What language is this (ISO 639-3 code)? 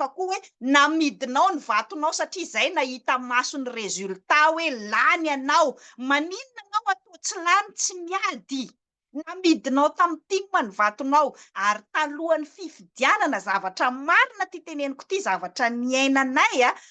mlg